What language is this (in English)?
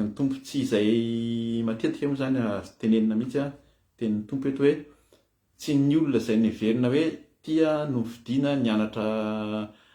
Malagasy